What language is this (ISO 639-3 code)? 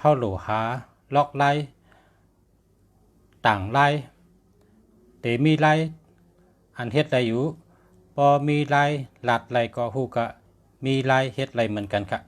shn